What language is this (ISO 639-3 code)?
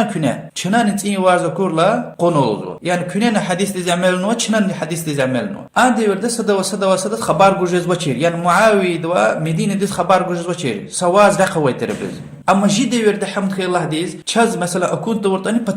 lez